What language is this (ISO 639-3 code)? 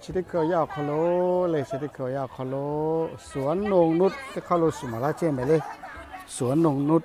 lhu